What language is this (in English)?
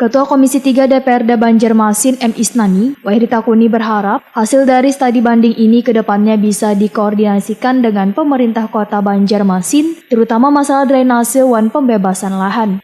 Banjar